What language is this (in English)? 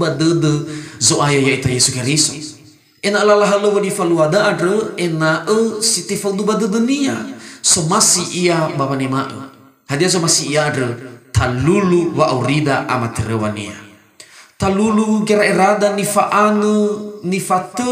Nias